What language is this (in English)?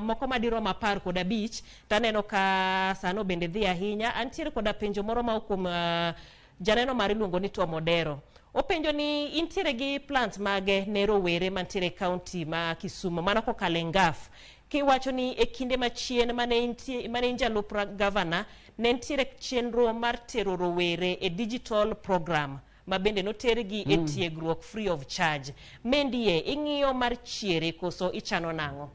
Luo (Kenya and Tanzania)